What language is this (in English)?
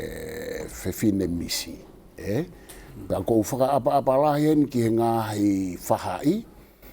Tongan